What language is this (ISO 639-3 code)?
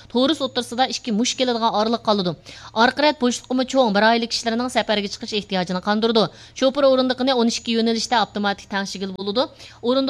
uig